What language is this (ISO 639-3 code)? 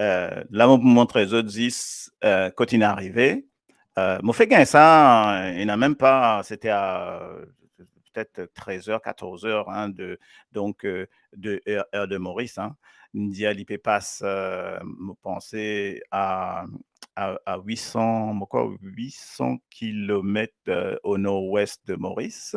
mfe